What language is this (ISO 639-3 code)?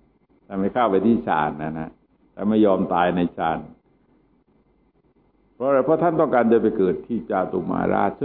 tha